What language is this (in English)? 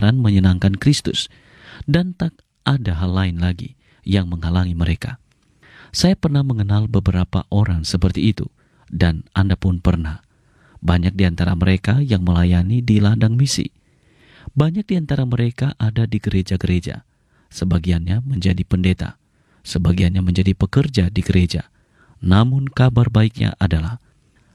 Indonesian